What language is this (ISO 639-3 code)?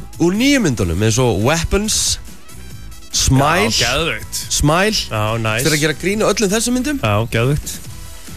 isl